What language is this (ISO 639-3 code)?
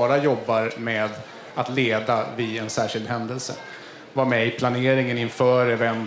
swe